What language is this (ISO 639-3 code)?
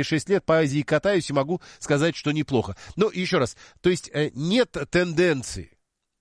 rus